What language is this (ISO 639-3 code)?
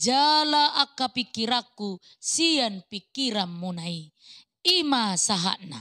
bbc